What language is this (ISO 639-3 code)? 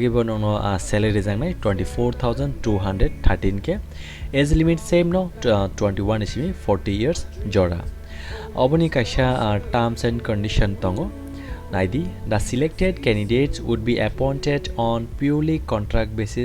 trp